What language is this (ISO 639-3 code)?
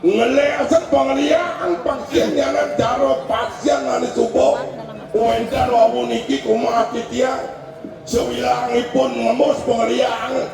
ban